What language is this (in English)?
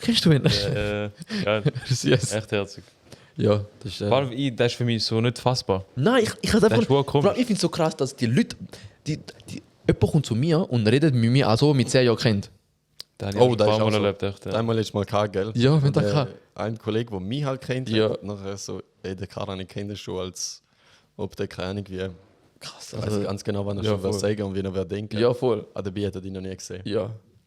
Swiss German